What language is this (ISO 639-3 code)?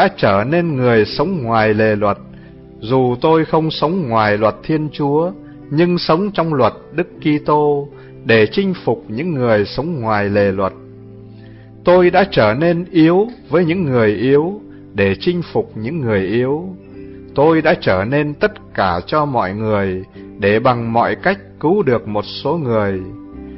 vie